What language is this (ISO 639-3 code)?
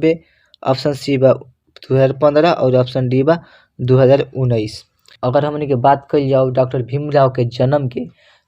bho